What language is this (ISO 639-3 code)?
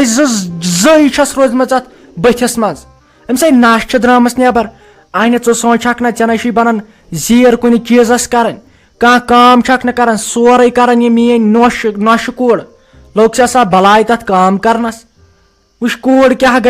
kas